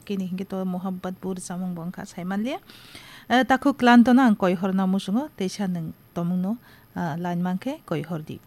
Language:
Kok Borok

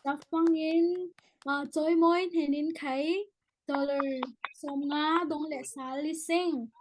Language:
Falam Chin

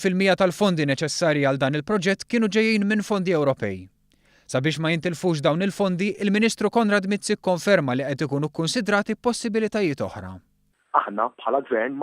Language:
Maltese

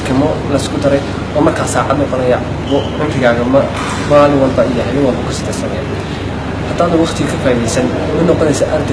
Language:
Somali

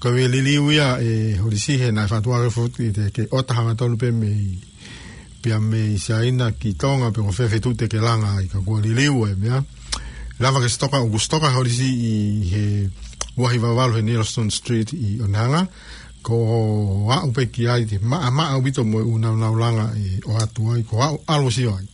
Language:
Tongan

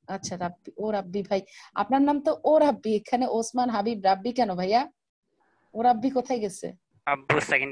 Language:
Bangla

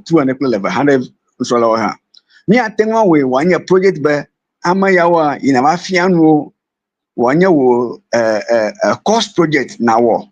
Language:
Ewe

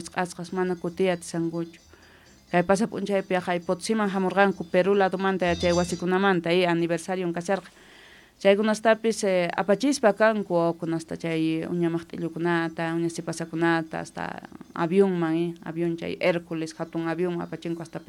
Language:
Quechua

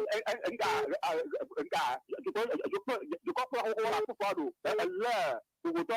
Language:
Ewe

